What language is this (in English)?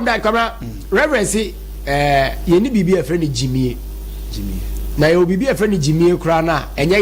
Akan